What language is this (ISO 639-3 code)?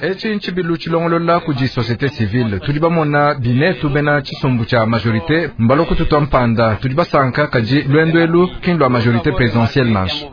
lua